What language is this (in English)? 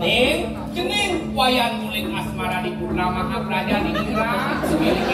Balinese